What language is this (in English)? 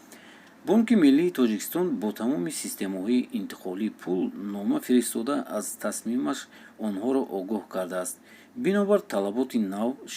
Tajik